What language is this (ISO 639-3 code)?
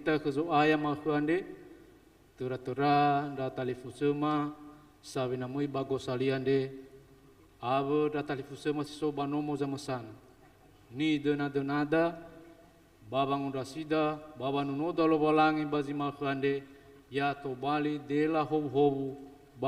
nia